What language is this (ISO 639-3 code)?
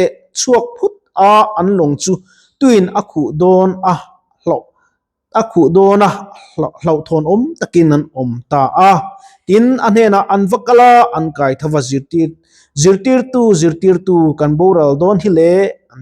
lus